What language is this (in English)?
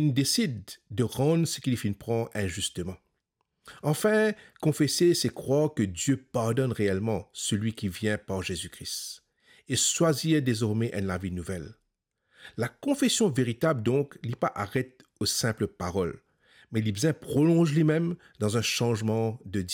Morisyen